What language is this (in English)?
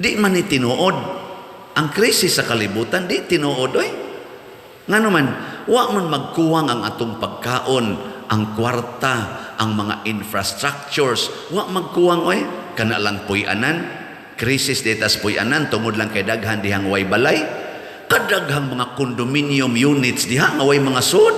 Cebuano